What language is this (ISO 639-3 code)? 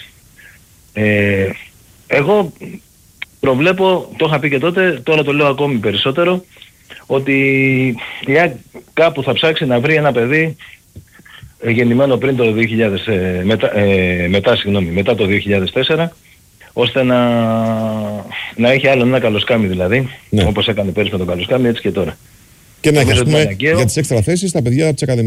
ell